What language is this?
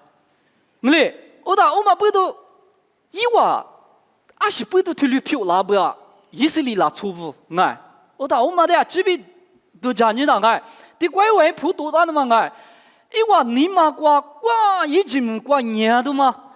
Lisu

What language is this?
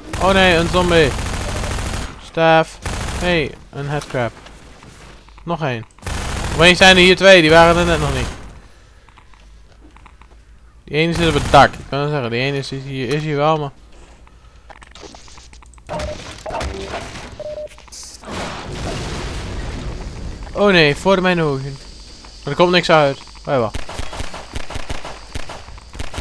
Dutch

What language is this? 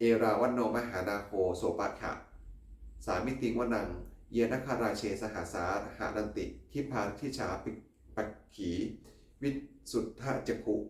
Pali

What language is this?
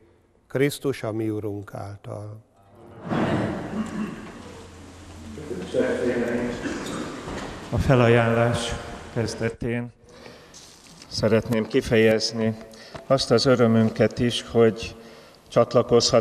Hungarian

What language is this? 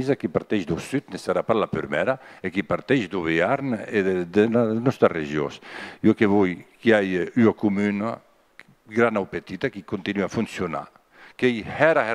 Occitan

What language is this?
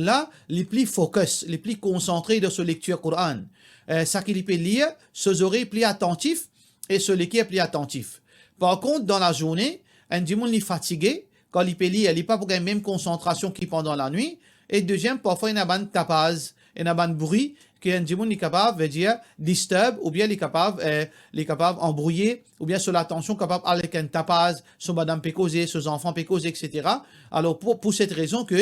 Morisyen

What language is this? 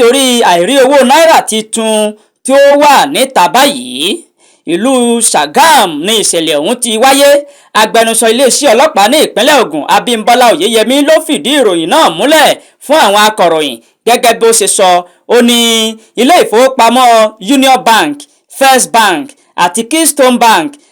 Yoruba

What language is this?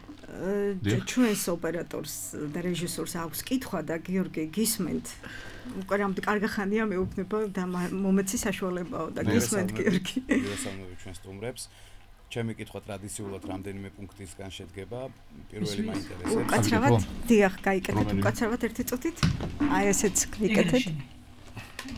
Georgian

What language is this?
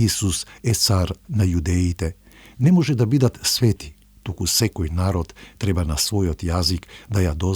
Macedonian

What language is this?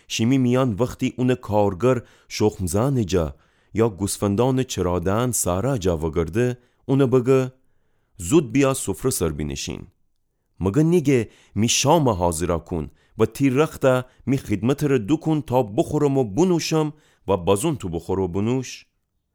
Gilaki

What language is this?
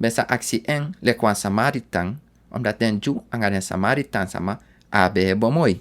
Sranan Tongo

